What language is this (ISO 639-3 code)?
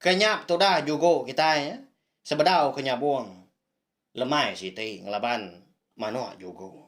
iba